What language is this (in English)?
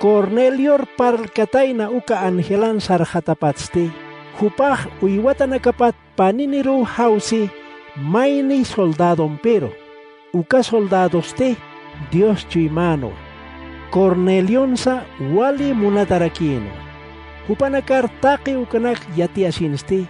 Aymara